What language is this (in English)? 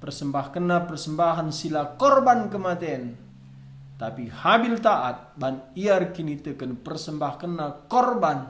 Batak Karo